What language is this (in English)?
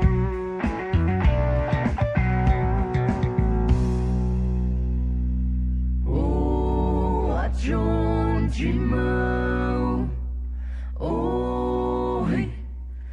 Poumei Naga